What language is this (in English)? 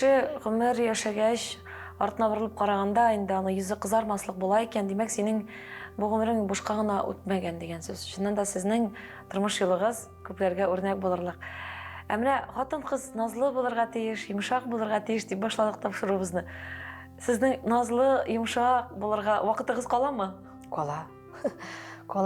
Tatar